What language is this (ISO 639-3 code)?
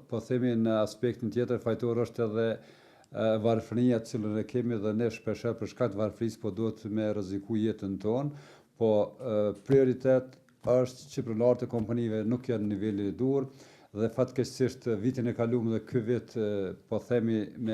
sqi